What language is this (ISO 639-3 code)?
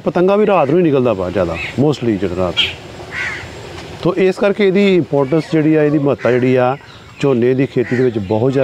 pan